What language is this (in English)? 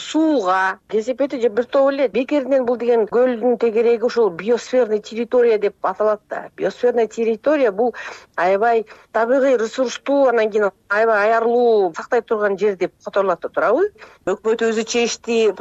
Kyrgyz